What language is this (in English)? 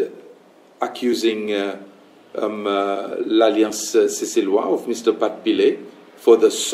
Seselwa Creole French